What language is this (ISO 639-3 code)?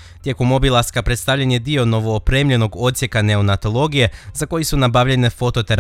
hrv